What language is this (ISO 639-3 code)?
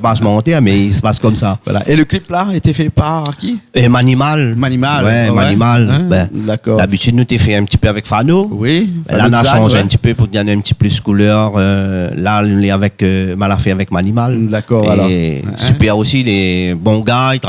rcf